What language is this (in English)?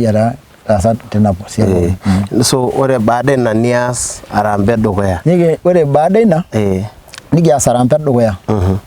Masai